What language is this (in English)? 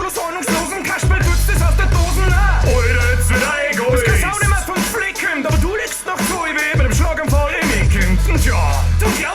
Bavarian